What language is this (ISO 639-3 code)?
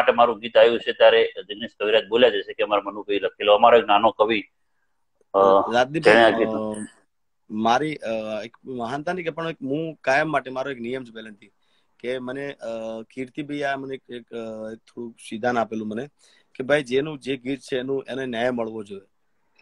guj